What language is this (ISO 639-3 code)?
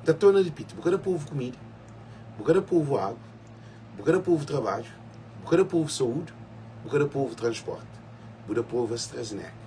kea